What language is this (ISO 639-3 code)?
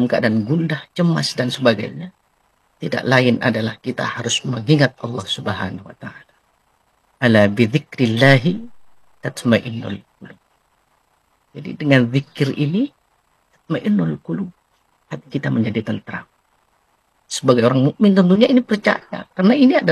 ind